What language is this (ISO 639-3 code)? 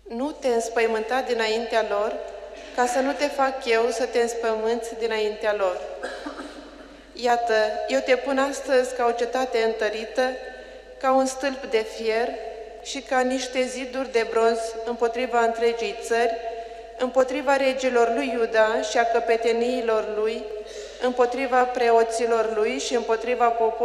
ron